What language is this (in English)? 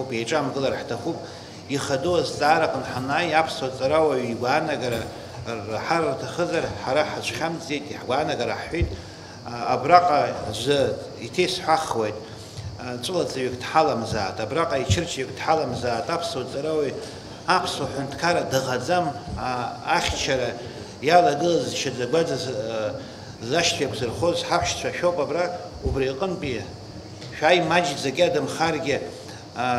Abkhazian